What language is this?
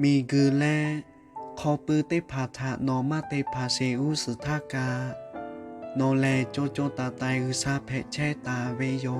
Lahu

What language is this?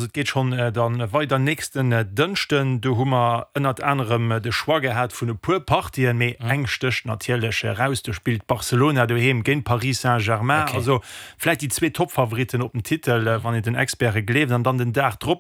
Luxembourgish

